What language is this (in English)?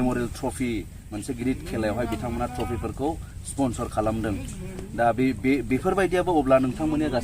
Bodo